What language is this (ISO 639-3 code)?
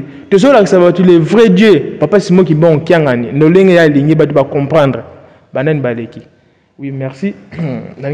lin